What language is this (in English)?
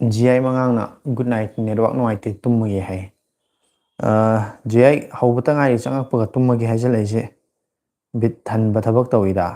Manipuri